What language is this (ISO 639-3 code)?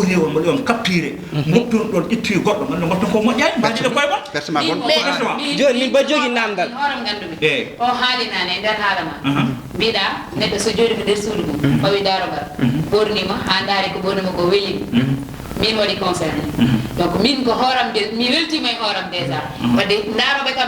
ful